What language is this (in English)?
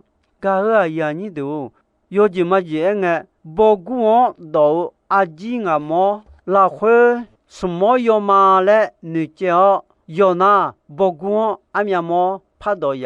Akha